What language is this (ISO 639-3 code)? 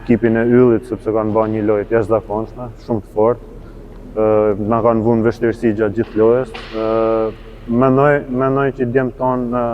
sqi